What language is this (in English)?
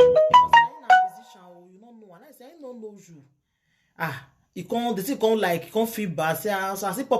Nigerian Pidgin